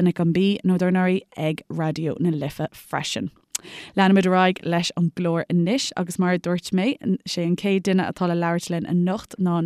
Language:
Irish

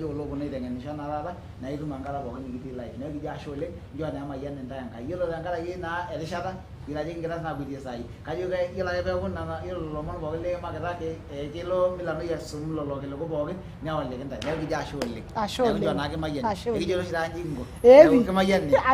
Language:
Masai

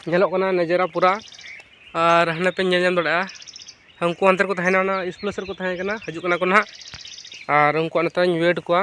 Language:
Santali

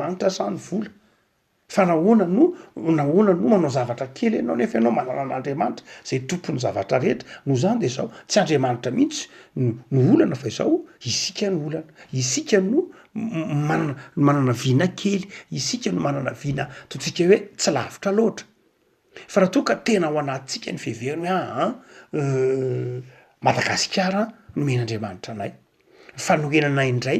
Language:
Malagasy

